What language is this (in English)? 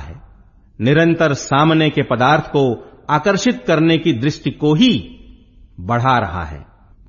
Hindi